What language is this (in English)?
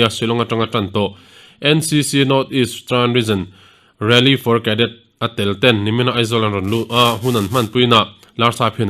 Mizo